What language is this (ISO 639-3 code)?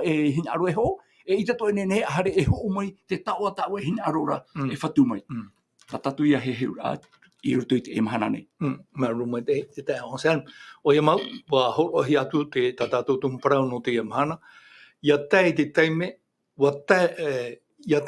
tah